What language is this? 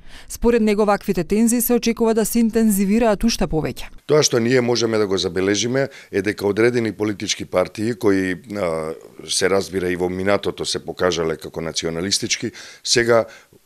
Macedonian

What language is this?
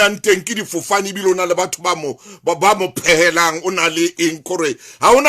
Southern Sotho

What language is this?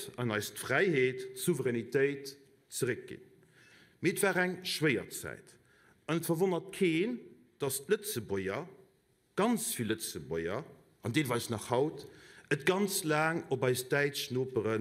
Luxembourgish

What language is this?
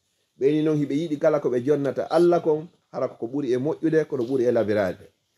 Fula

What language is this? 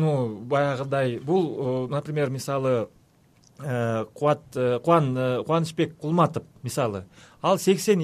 Kyrgyz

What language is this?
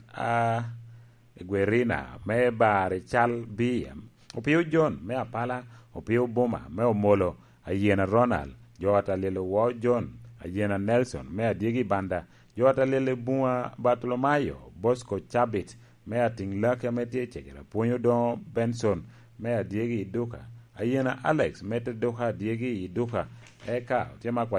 Lango (Uganda)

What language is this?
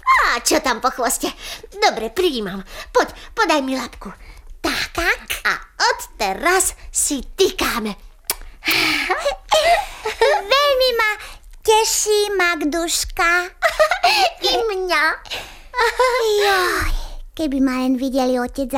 Slovak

